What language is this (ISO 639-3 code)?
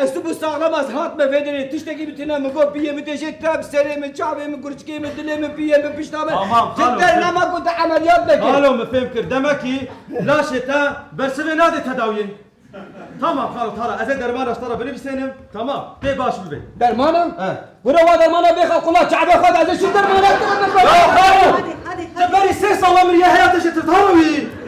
kur